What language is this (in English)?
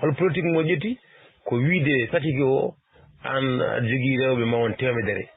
Fula